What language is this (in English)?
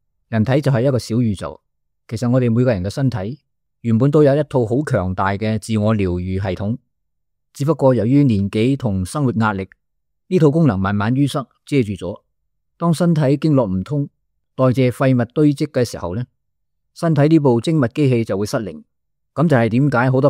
Cantonese